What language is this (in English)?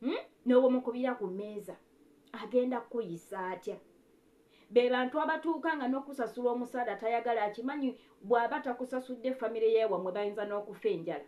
Ganda